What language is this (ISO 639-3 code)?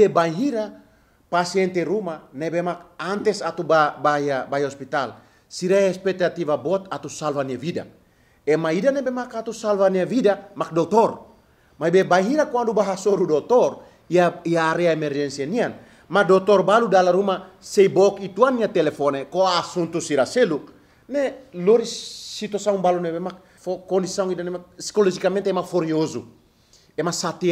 tet